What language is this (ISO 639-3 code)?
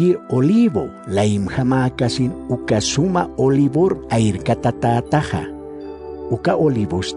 aym